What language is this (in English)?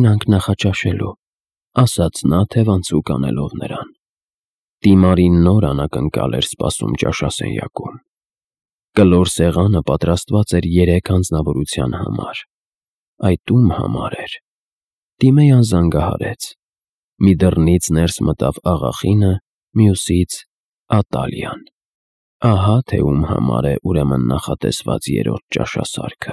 Armenian